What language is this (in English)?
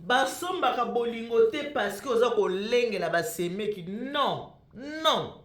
Lingala